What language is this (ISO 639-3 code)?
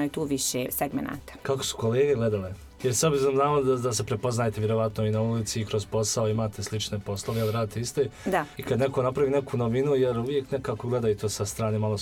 bos